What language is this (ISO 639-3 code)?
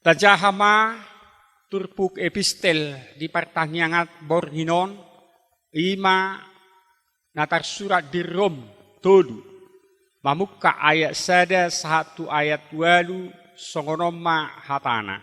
bbc